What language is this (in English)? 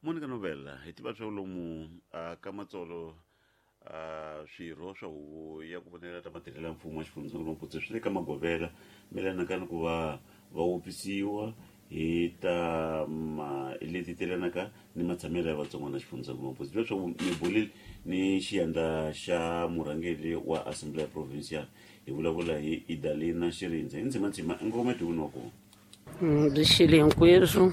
Tsonga